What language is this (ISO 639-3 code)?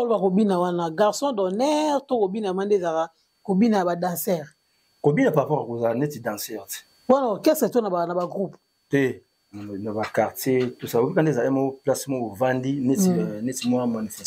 lin